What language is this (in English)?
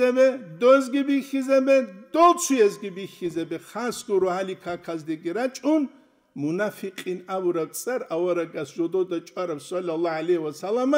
Avaric